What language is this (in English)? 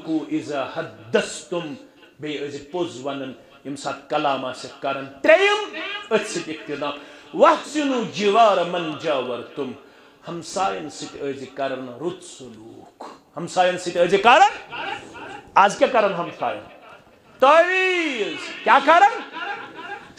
Kashmiri